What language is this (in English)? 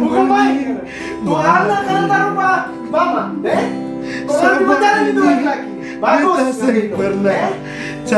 Manado Malay